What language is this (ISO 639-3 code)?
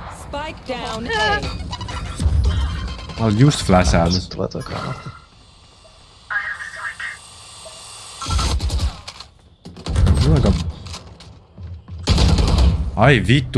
fin